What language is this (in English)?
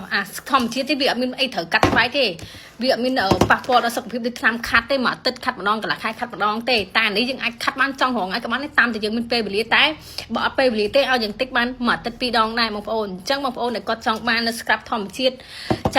Khmer